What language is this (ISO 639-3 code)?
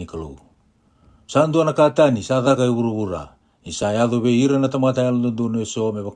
fij